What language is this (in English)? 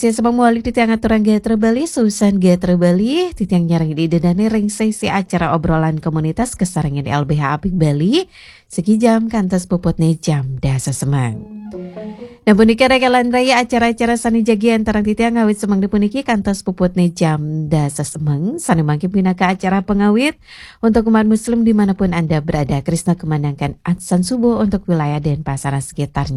Balinese